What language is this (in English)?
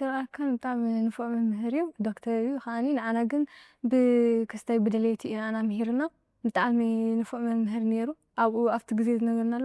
Tigrinya